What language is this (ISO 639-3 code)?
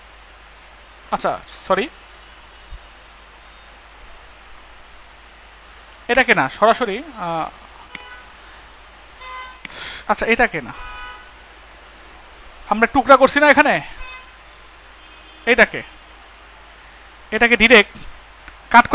ben